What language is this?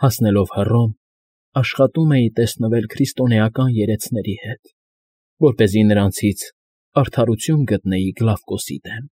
Armenian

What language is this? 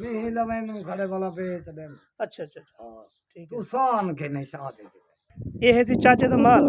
Saraiki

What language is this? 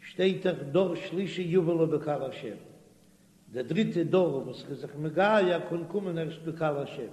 Yiddish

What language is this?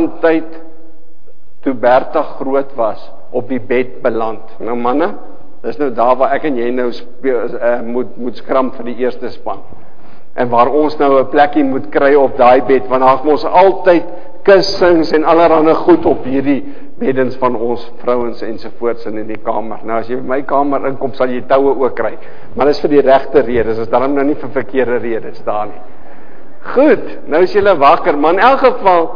Afrikaans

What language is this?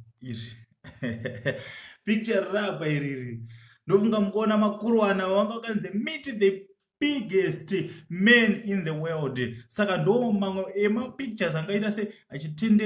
Shona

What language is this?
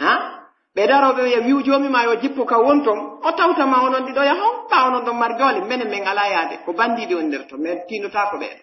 Pular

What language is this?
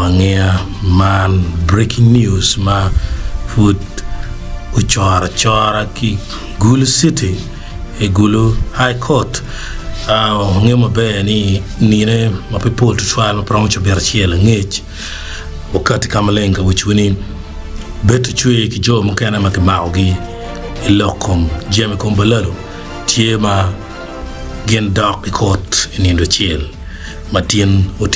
Acoli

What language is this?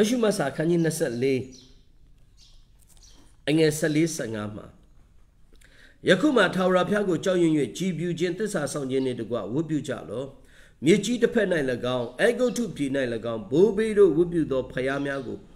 Burmese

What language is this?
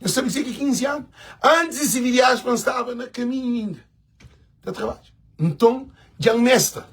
Kabuverdianu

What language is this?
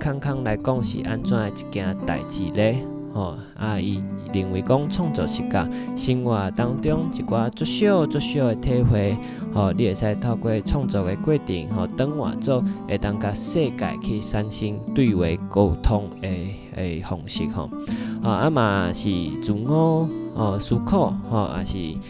Min Nan Chinese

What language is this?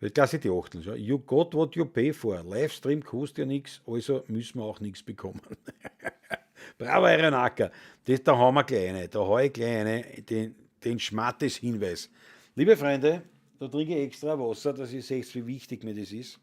Bavarian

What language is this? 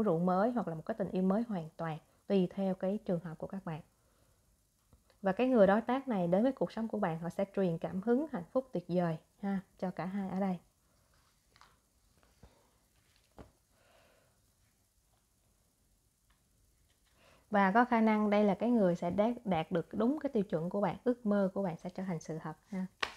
Vietnamese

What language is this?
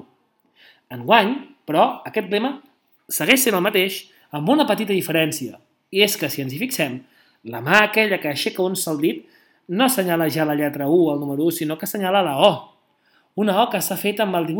Catalan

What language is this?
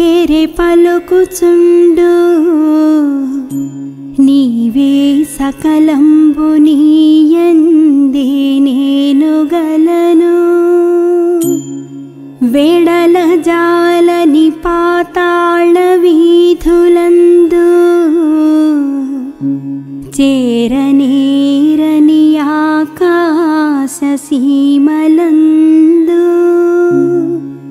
Telugu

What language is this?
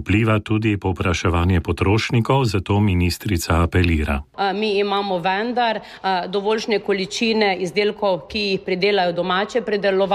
Slovenian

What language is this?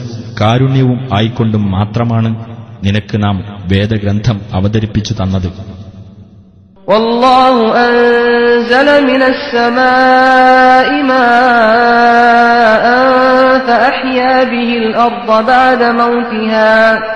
Malayalam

